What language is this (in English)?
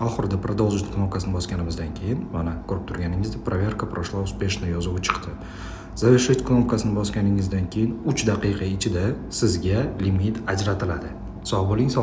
Uzbek